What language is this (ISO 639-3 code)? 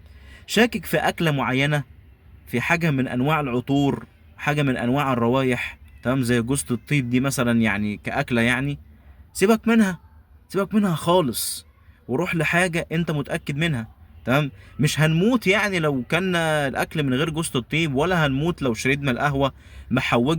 arz